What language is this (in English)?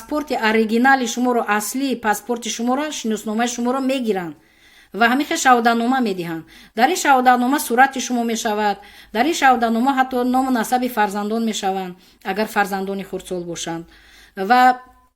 Tajik